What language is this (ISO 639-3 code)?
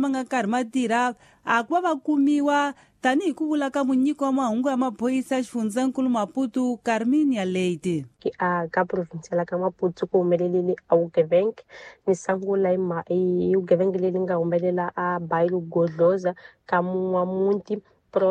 tso